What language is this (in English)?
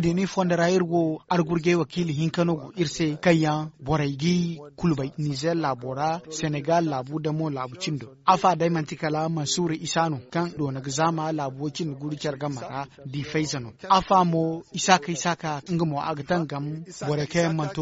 Zarma